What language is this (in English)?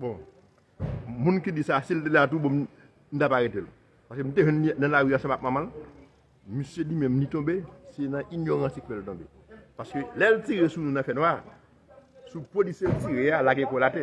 Haitian Creole